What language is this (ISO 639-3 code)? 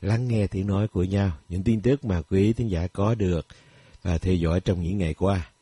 vie